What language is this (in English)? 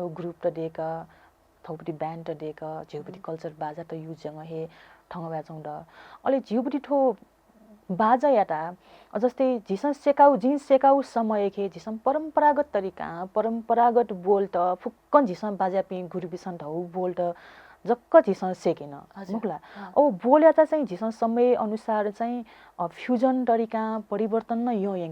Newari